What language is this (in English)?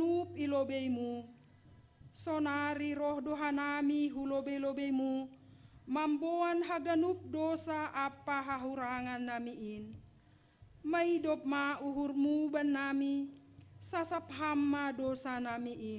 Batak Simalungun